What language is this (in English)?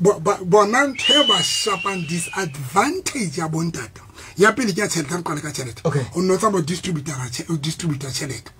Southern Sotho